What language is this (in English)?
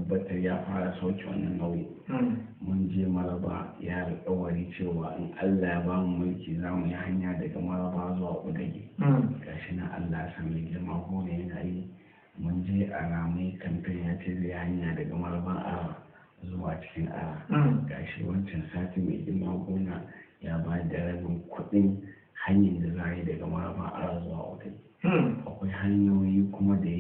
Hausa